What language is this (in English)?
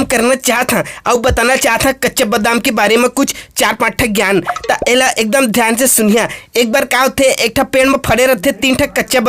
Chhattisgarhi